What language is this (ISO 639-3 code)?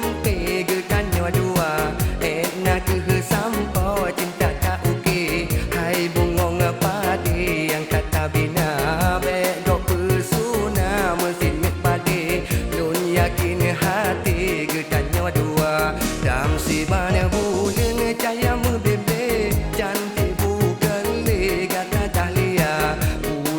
ace